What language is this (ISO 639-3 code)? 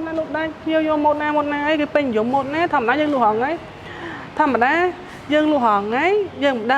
khm